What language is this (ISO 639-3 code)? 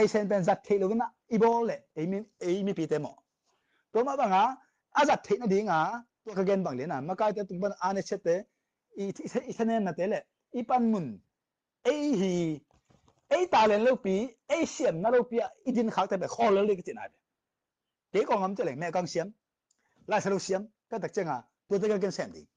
ctd